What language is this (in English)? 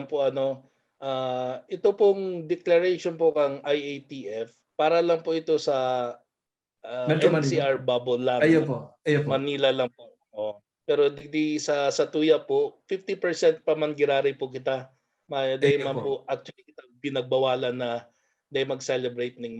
Bikol